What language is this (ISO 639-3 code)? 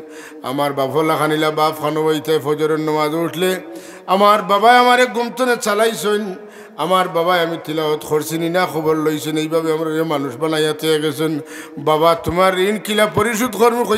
syl